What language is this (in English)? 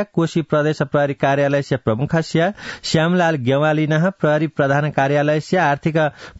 Sanskrit